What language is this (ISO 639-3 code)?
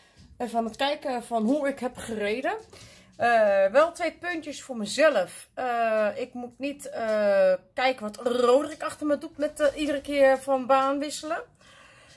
nld